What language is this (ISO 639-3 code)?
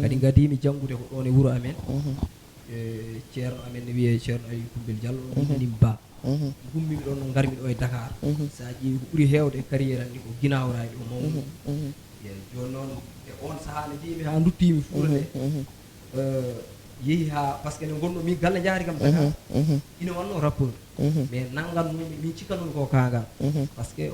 ful